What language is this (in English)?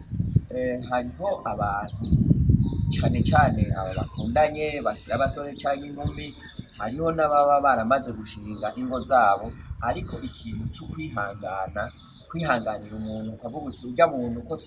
Rundi